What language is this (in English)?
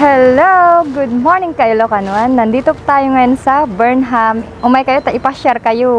Iloko